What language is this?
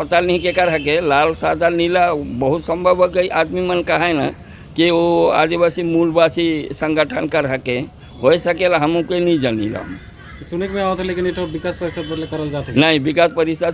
Sadri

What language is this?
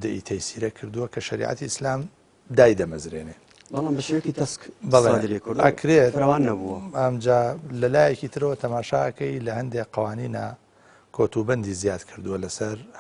Central Kurdish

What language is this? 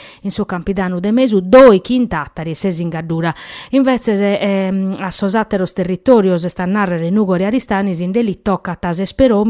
Sardinian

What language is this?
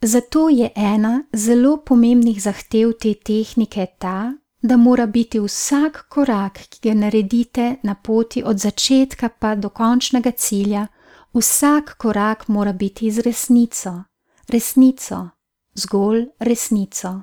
Slovenian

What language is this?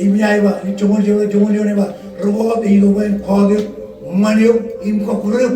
Marshallese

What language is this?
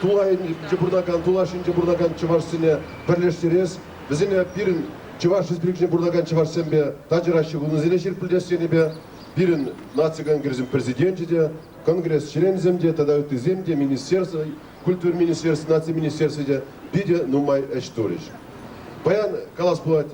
Chuvash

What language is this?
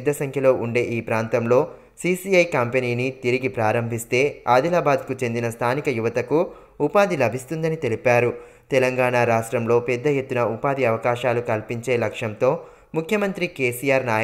Telugu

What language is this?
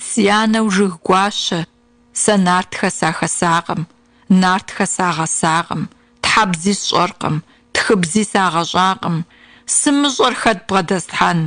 Kabardian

